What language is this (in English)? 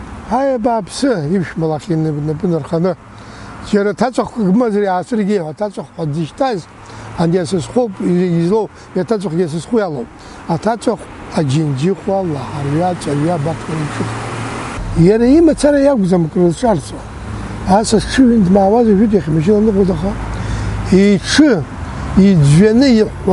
Abkhazian